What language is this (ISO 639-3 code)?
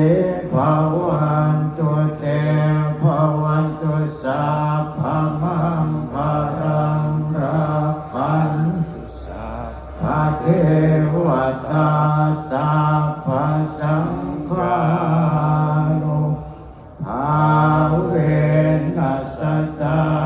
pli